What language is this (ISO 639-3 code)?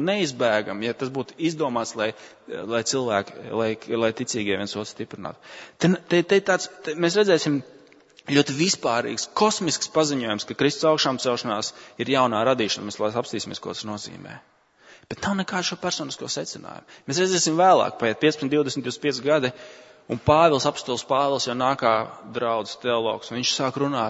lav